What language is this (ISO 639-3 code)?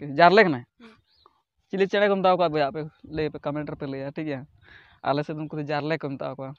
sat